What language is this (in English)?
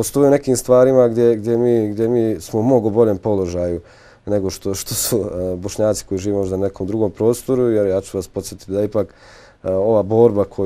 Bosnian